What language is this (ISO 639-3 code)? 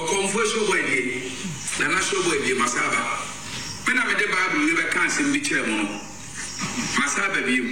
aka